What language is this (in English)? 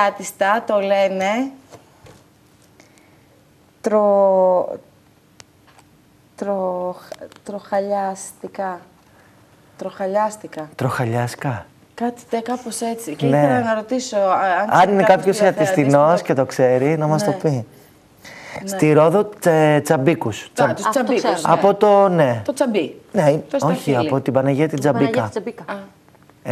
Greek